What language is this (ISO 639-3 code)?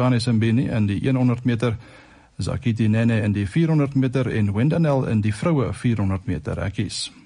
afr